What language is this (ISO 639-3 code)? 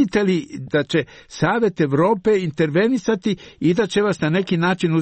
srp